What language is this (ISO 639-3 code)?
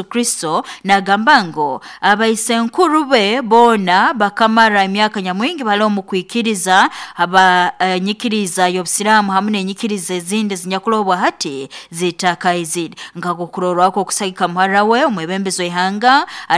nyo